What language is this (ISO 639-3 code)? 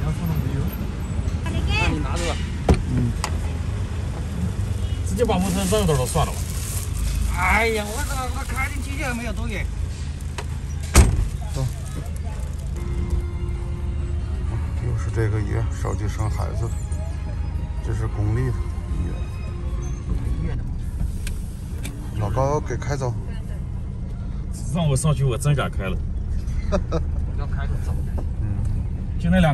zho